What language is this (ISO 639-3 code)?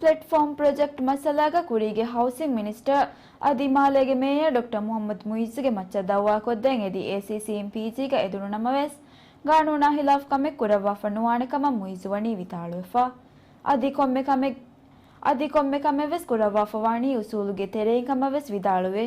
div